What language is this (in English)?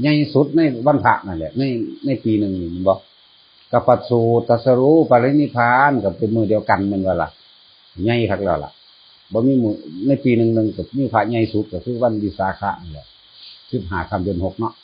Northeastern Thai